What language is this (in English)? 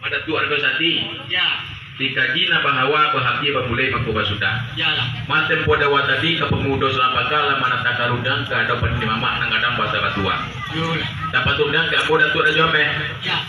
Minangkabau